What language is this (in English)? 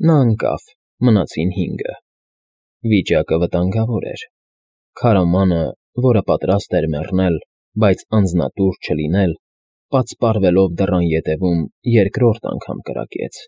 Armenian